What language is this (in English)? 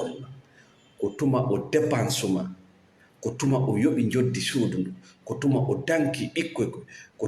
Fula